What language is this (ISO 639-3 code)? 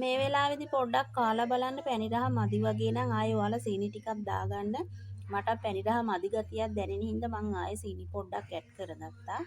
sin